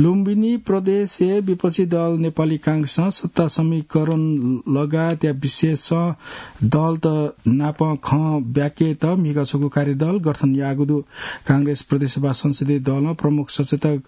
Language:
Newari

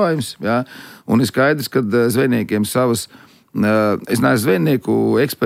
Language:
Latvian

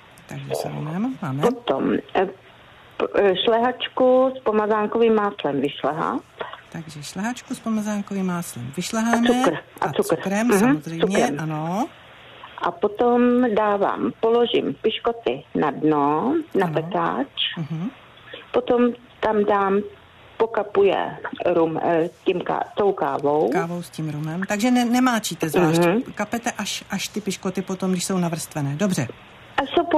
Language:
Czech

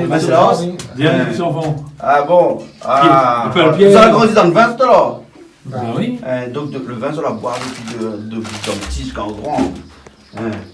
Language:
Réunion Creole French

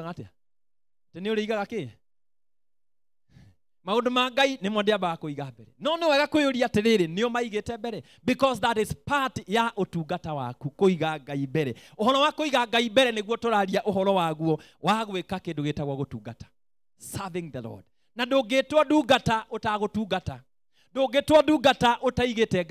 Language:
Kikuyu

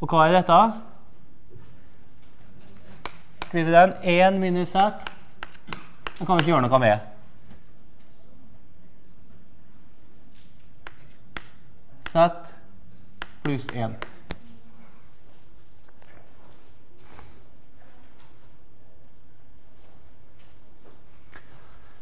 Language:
Norwegian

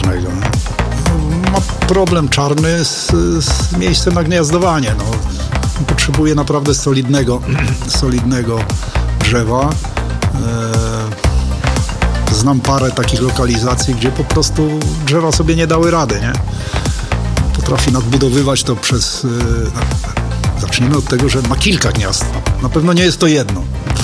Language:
Polish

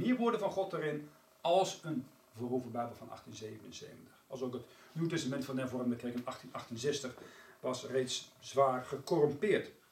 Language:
Dutch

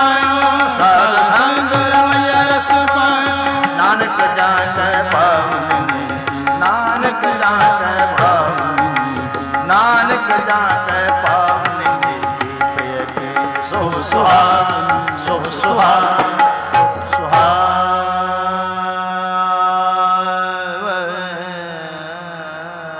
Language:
Punjabi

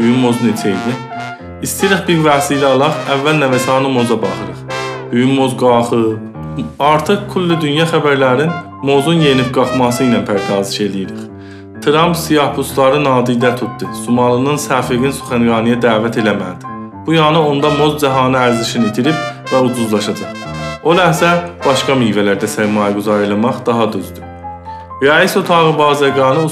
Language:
South Azerbaijani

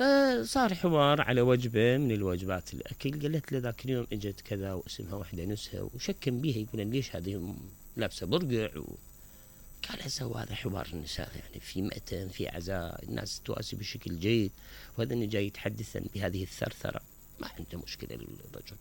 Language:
Mesopotamian Arabic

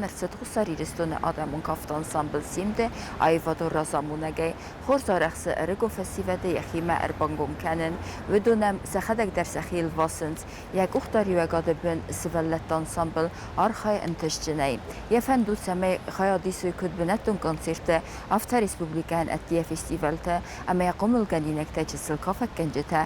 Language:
Ossetic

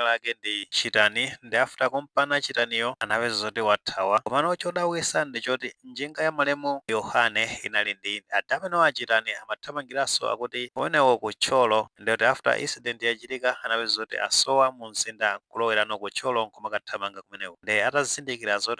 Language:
Nyanja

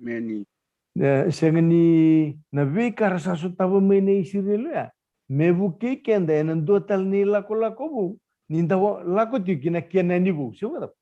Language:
Fijian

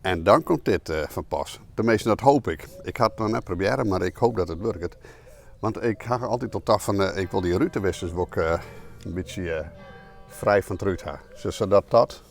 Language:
Western Frisian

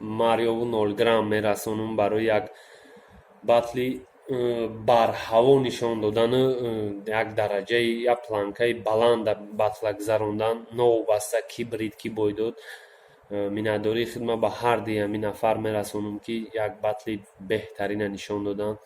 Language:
Tajik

